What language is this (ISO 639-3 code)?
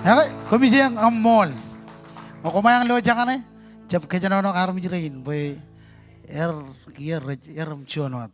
mah